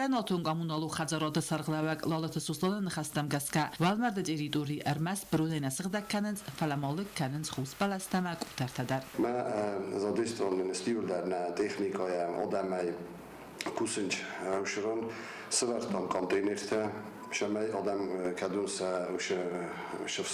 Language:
Ossetic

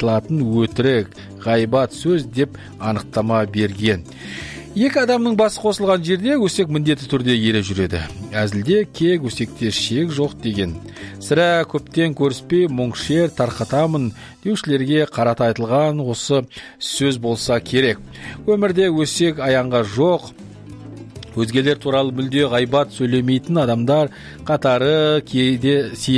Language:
Kazakh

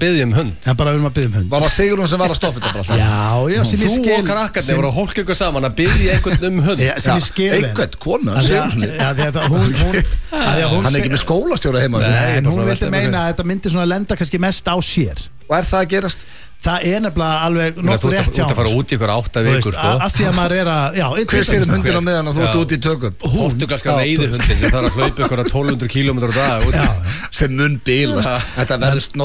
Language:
Icelandic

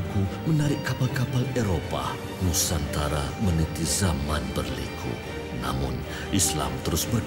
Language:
Malay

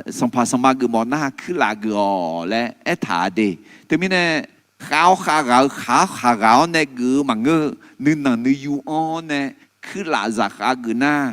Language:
Akha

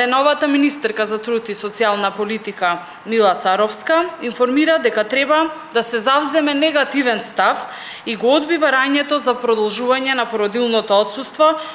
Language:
Macedonian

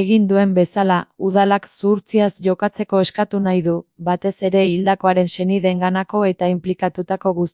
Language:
Basque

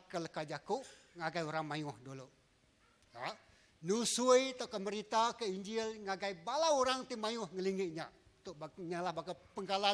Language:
Iban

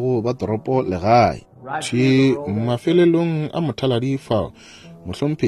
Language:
Northern Sotho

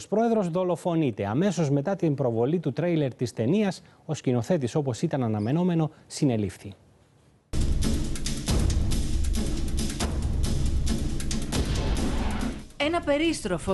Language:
Greek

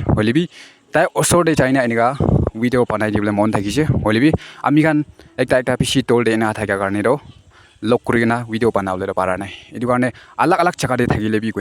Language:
Naga Pidgin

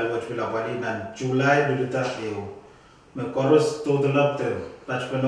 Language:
Pohnpeian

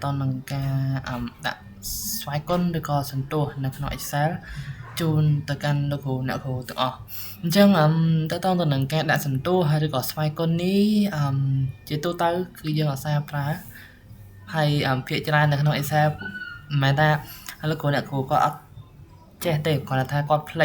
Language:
Khmer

